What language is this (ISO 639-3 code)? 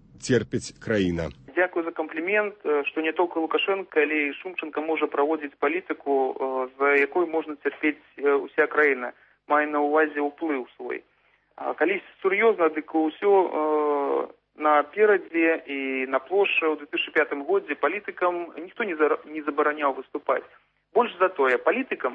bel